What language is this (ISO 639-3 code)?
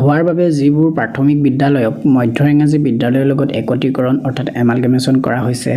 asm